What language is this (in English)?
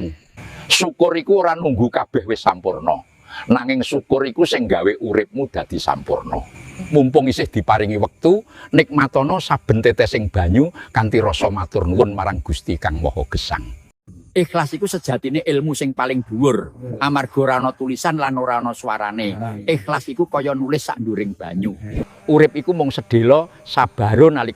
Javanese